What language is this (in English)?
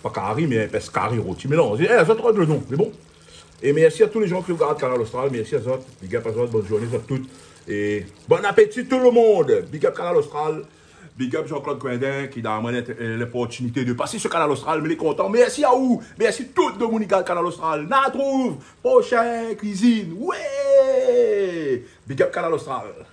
Réunion Creole French